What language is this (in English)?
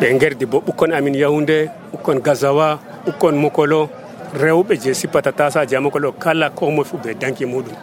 Nigerian Fulfulde